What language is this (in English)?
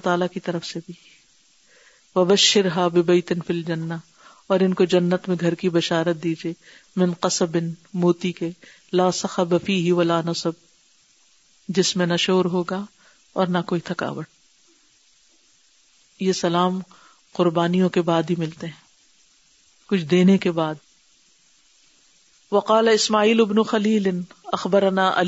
Urdu